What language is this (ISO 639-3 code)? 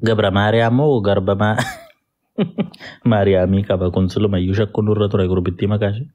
orm